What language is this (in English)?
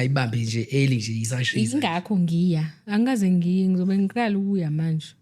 Zulu